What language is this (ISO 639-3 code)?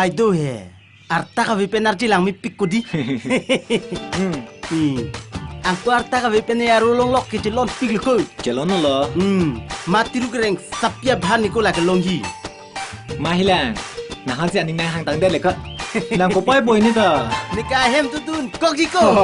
mjw